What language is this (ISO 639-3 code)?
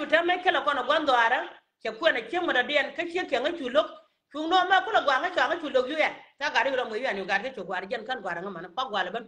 nus